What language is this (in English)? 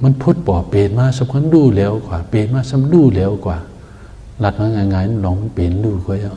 Shan